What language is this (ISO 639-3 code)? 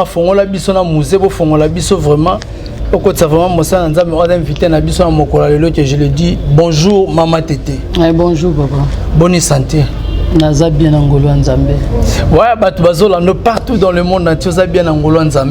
lin